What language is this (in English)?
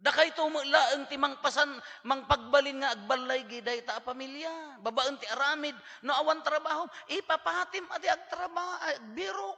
Iloko